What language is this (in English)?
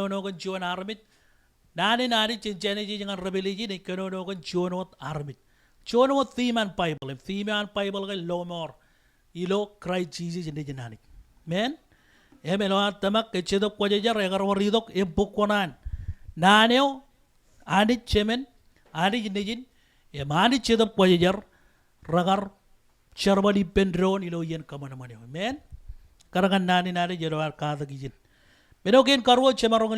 Marshallese